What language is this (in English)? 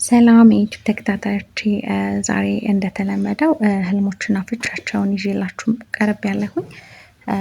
Amharic